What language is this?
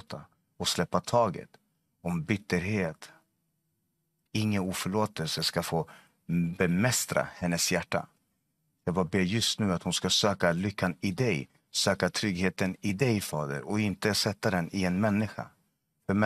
Swedish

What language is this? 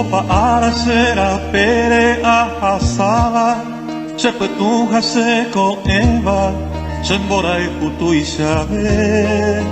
Guarani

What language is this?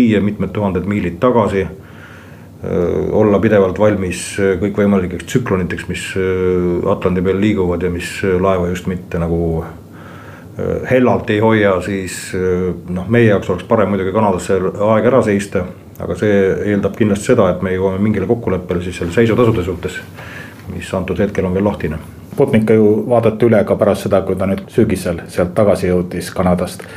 Estonian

